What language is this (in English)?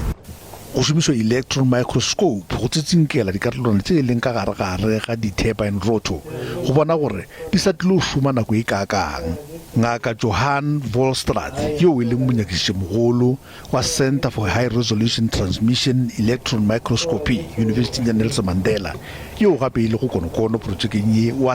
Northern Sotho